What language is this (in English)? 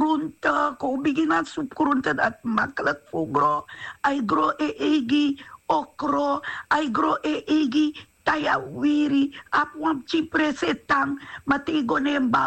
Sranan Tongo